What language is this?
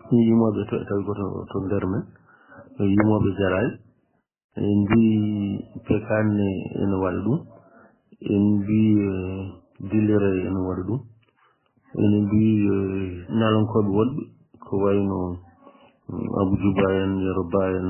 Fula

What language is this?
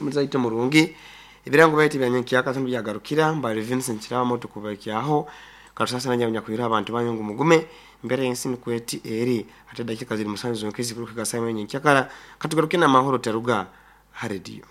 Nyankole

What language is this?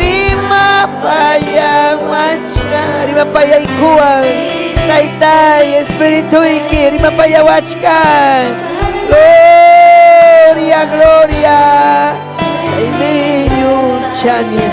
Ayacucho Quechua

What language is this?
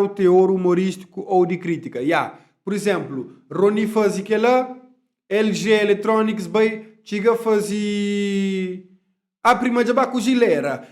Kabuverdianu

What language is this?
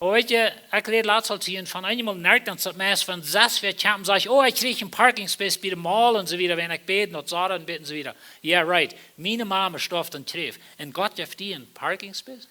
Plautdietsch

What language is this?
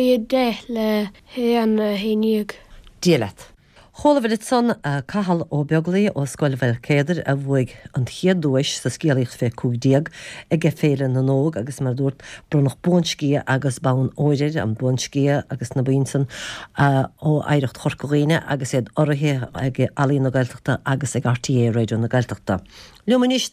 Irish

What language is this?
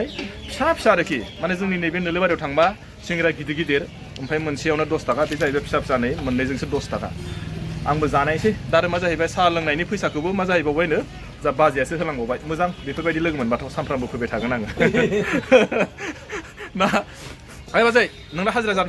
Bodo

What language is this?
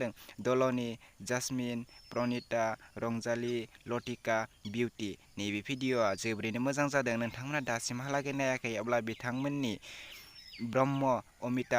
Bodo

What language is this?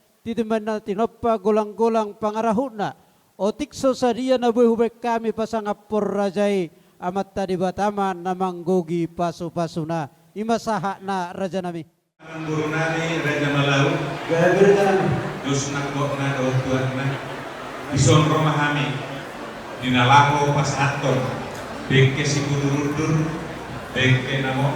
Batak Toba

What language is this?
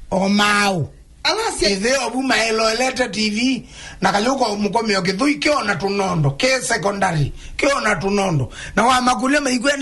Kamba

